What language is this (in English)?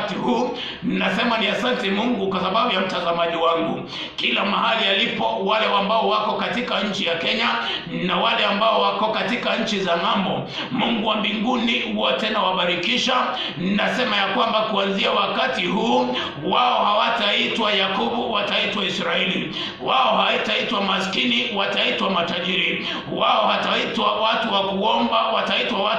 Swahili